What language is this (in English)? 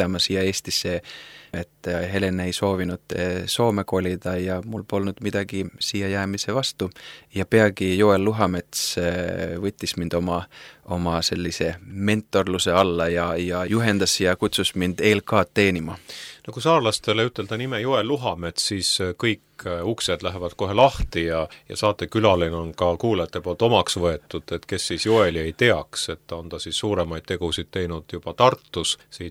Estonian